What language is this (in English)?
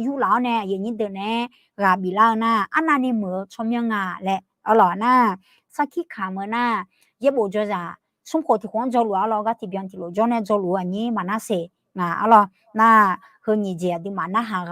Akha